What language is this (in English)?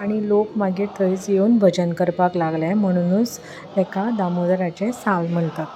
Konkani